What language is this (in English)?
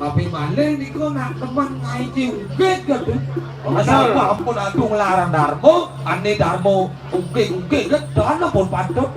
Balinese